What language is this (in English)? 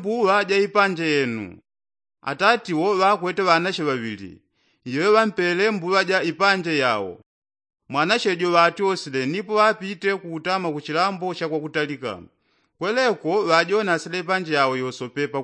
Yao